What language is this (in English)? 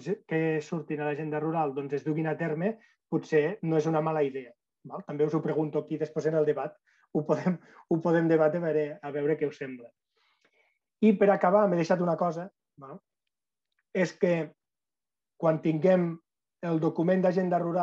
Catalan